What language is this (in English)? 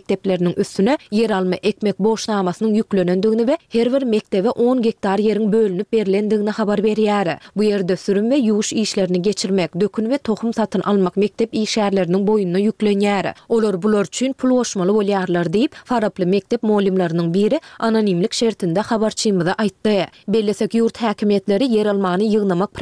Turkmen